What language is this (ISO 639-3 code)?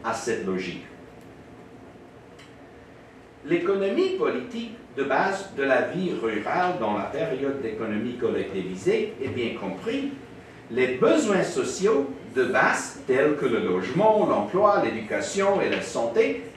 fra